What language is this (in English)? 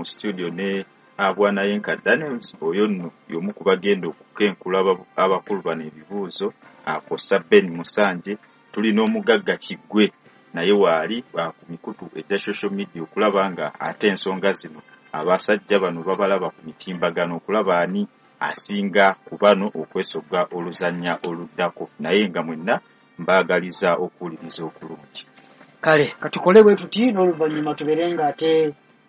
Ganda